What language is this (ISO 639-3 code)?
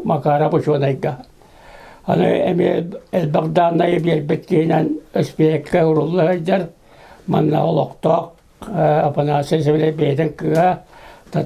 sah